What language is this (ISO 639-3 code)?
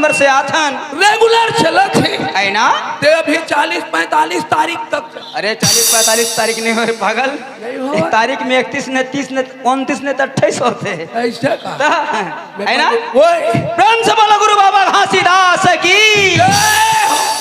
hne